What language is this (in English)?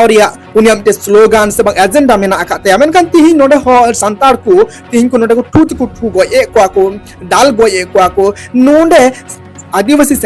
Santali